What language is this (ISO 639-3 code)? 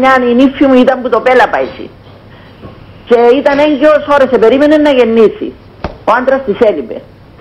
ell